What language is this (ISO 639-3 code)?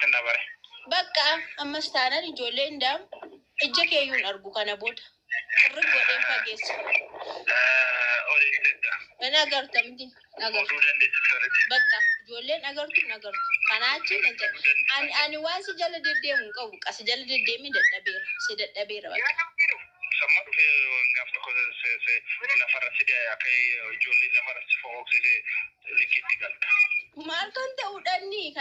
orm